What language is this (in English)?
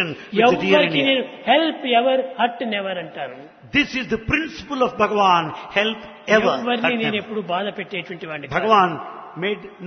Telugu